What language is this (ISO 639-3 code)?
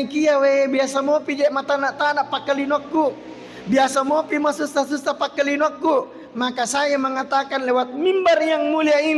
bug